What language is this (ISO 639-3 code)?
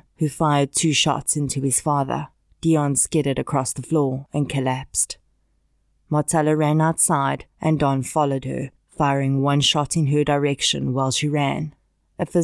eng